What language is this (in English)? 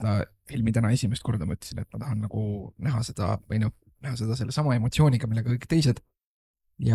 Estonian